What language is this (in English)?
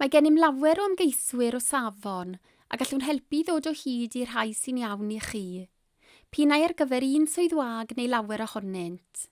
Welsh